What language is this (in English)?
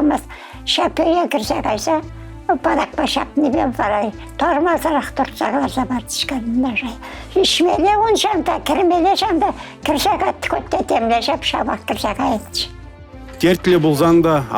Chuvash